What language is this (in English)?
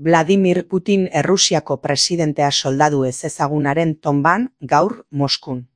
Basque